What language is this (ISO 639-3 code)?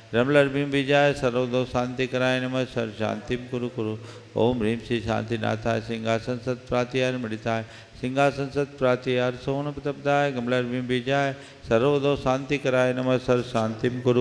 hin